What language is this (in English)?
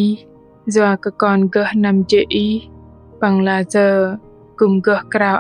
Bahnar